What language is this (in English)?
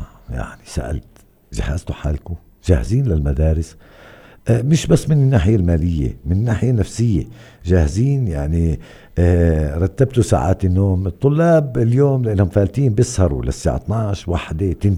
North Levantine Arabic